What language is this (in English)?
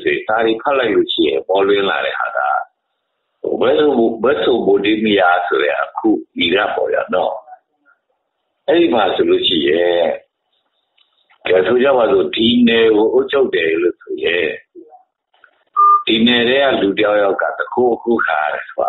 Burmese